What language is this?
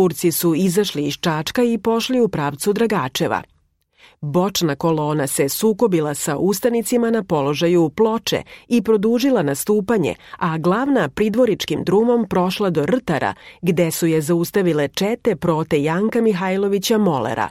Serbian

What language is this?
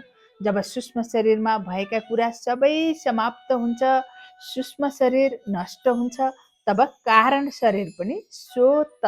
Nepali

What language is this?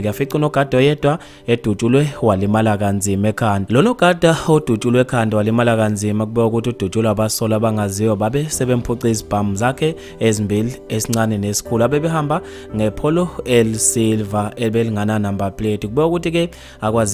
Zulu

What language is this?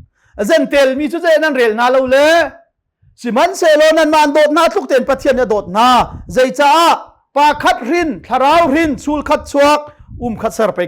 Hakha Chin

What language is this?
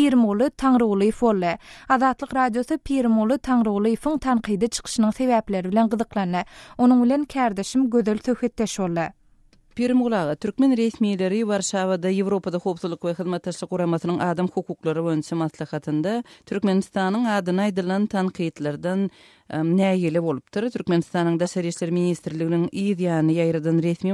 Turkmen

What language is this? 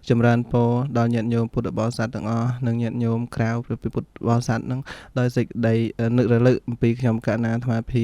Khmer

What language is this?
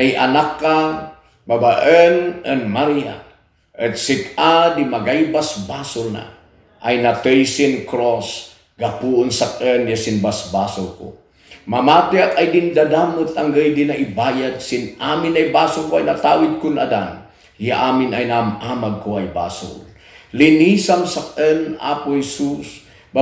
Kankanaey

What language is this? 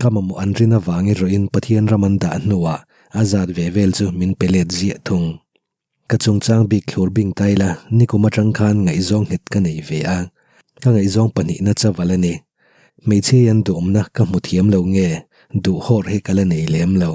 Mizo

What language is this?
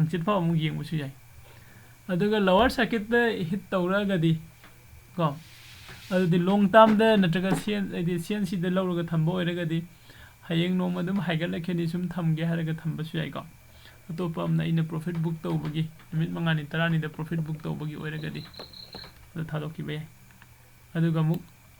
Manipuri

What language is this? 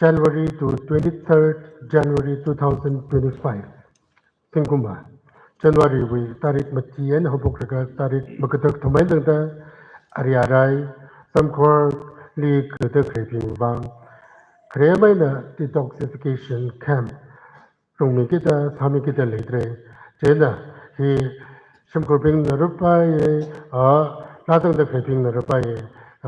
Tangkhul Naga (India)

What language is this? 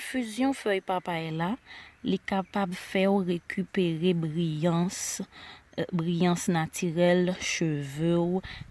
Haitian Creole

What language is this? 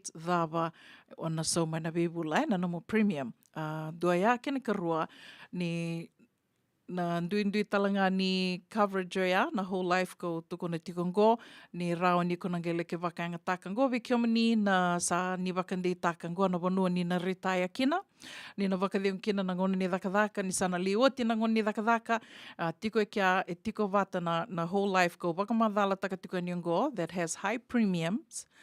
Fijian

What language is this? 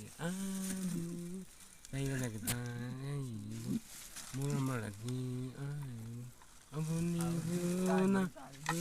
Chang Naga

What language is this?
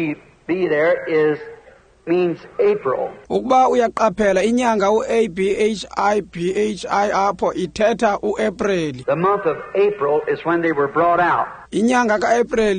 Xhosa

